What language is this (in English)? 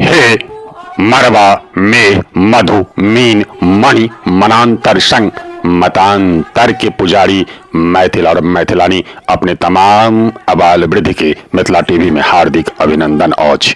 Maithili